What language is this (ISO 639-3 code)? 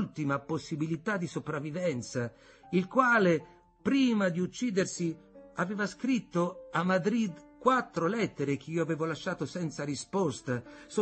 ita